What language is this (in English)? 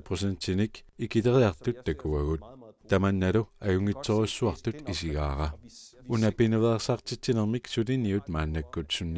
Kalaallisut